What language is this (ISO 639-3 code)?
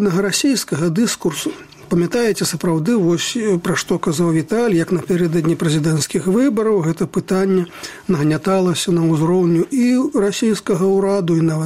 bel